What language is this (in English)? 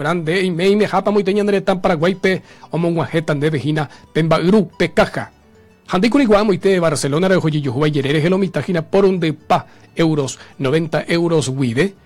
Guarani